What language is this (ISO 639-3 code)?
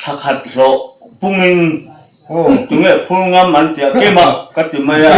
lus